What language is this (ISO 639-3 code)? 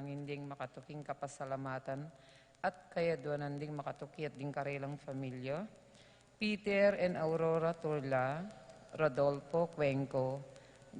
pam